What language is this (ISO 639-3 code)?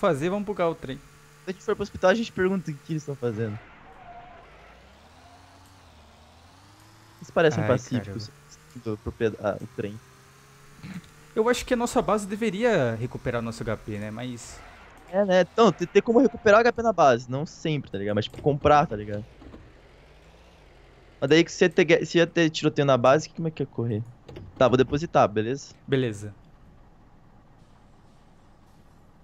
por